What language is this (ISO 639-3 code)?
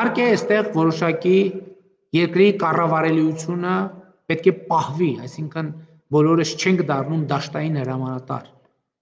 hye